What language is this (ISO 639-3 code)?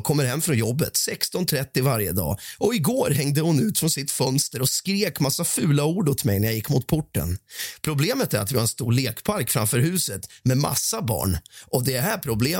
swe